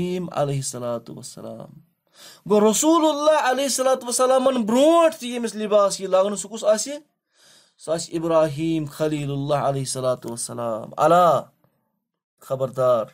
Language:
Kashmiri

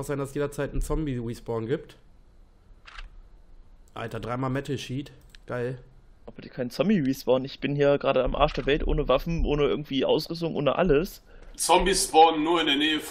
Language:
German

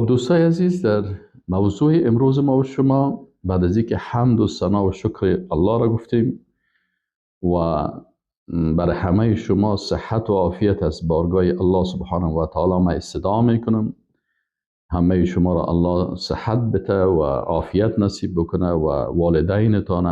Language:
Persian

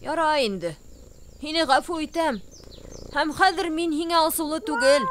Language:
Bashkir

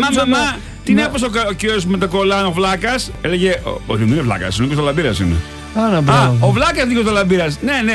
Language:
Greek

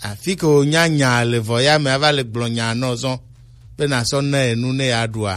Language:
Gen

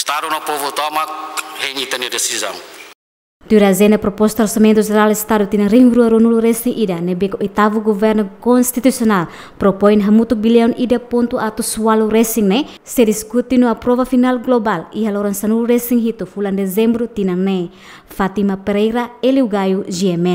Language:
Tetum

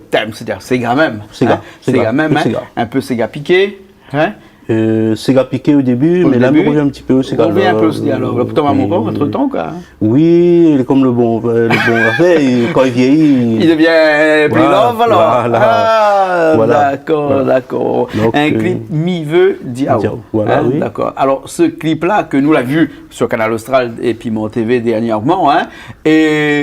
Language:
Réunion Creole French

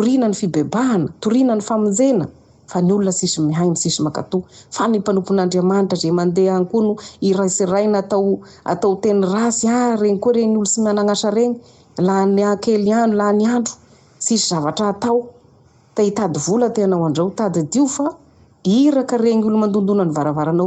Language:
Malagasy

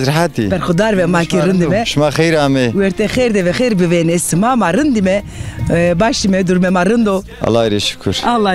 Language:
Zaza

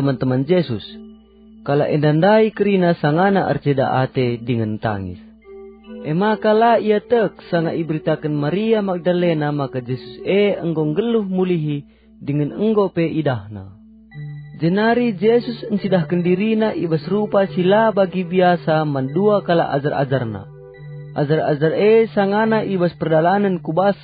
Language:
Batak Karo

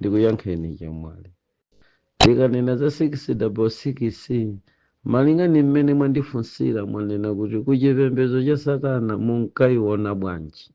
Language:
Nyanja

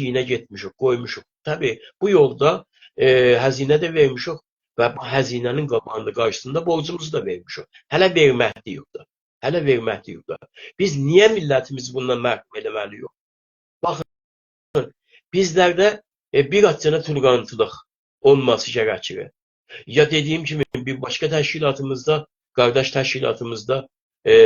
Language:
South Azerbaijani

